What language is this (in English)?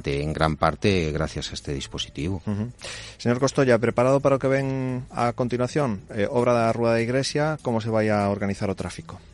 Galician